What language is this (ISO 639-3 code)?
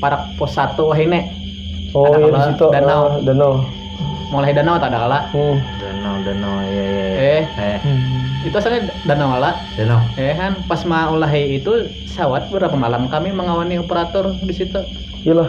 bjn